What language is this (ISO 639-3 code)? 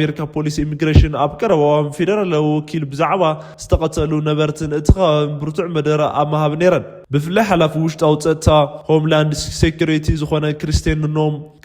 tir